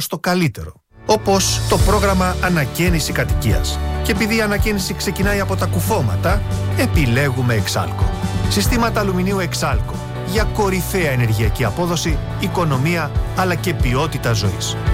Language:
Greek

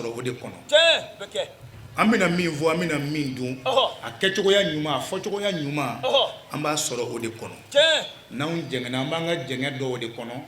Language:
Bambara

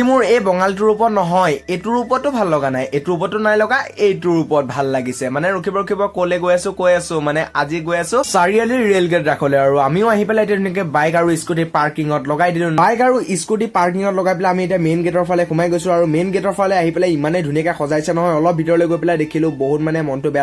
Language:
Assamese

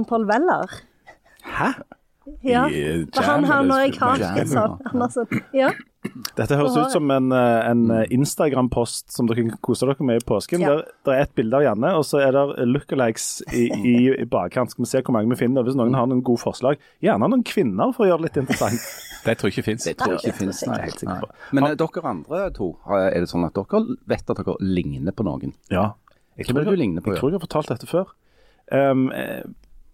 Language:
Norwegian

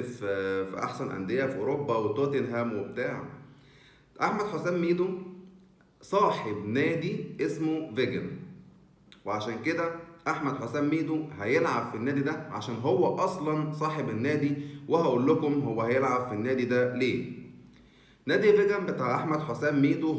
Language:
Egyptian Arabic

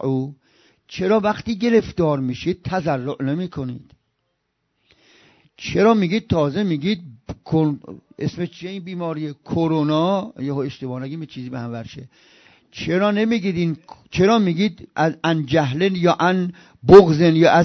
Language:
Persian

